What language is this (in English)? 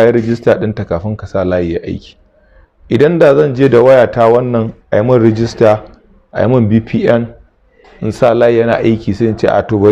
Hausa